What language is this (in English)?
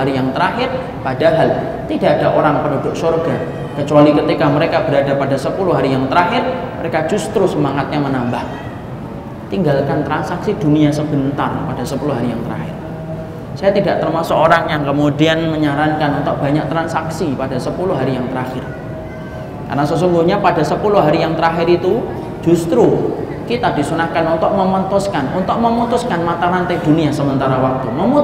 Indonesian